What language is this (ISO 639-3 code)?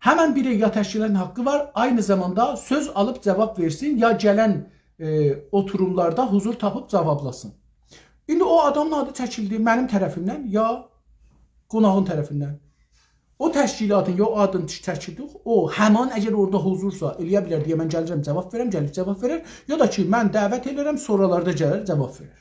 azb